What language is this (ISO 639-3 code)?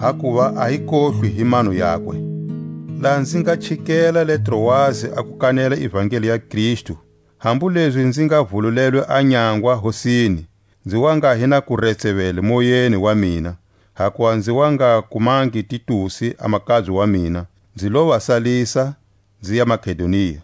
tsc